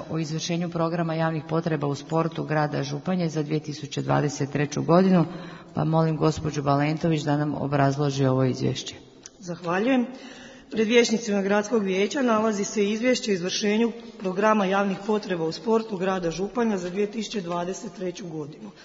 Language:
Croatian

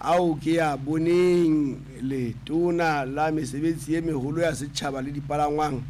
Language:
Southern Sotho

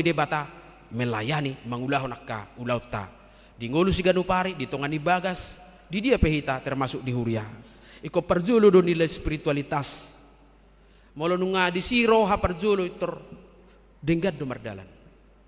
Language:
Batak Toba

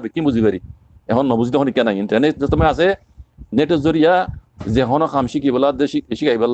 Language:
Rohingya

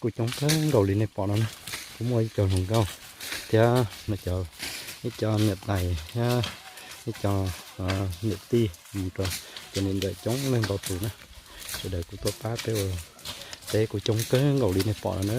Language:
Hmong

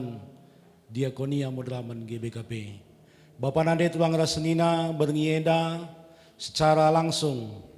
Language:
Batak Karo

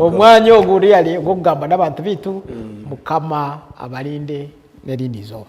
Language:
Nyankole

